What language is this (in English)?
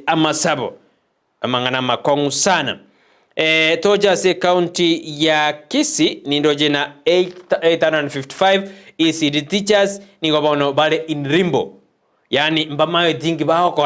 Gusii